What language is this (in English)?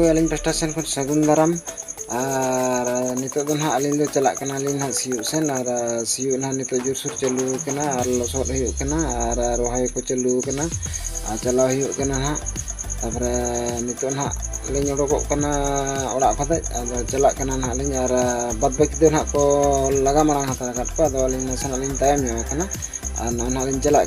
Santali